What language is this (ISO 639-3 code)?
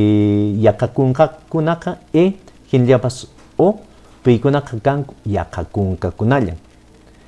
que